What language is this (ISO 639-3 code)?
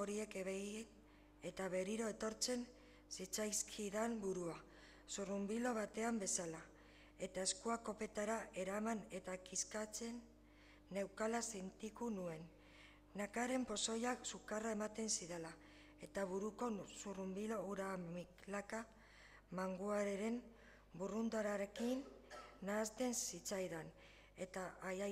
eus